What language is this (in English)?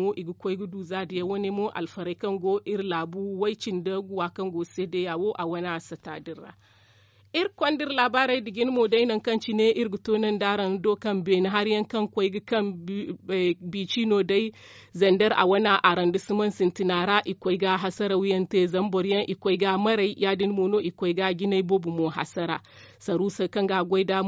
Zarma